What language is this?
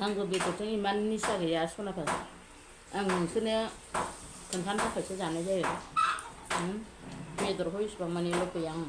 Bodo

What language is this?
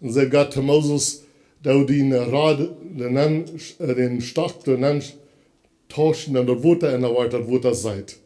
Plautdietsch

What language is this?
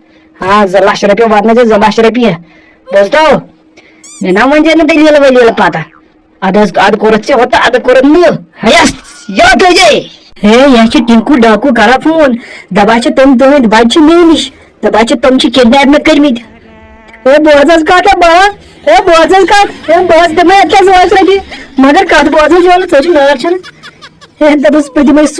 Kashmiri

